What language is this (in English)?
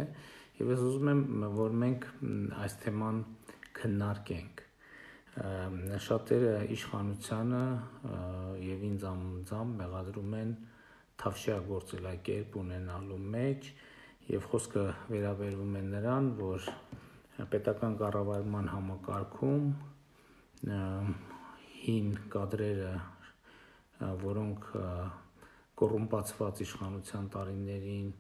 Armenian